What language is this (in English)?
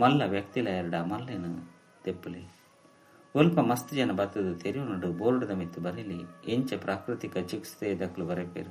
Tulu